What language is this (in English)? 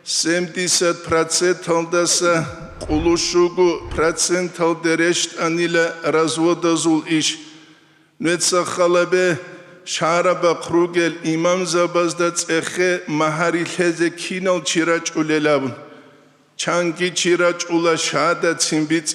Avaric